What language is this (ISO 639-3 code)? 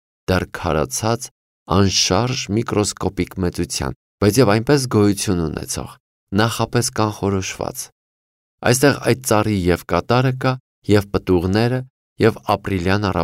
hye